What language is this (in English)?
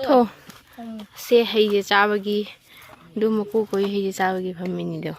Manipuri